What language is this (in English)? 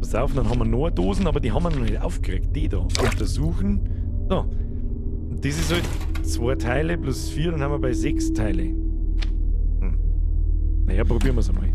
Bavarian